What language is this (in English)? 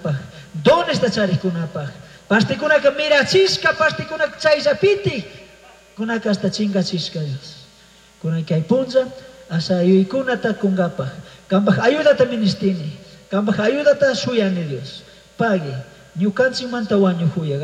Chimborazo Highland Quichua